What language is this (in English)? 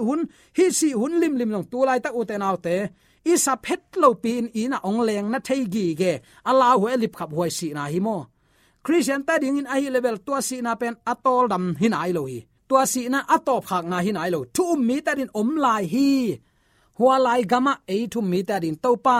Tedim Chin